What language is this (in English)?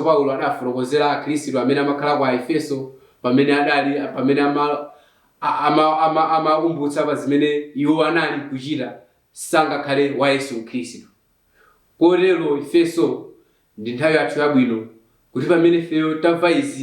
Nyanja